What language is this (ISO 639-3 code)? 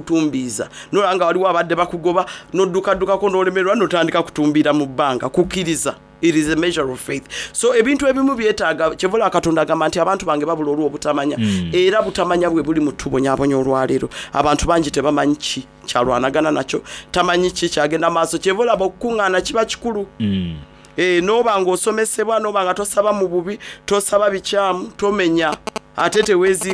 xog